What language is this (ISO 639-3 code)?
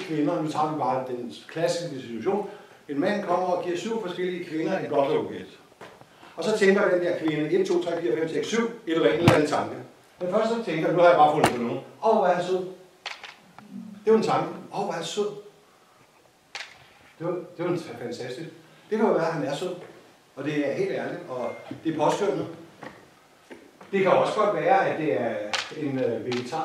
dan